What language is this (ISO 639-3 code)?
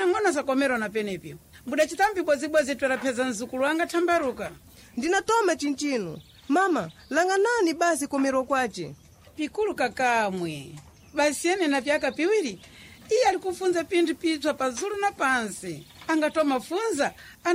seh